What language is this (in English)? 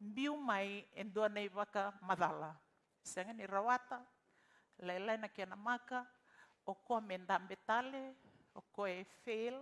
Fijian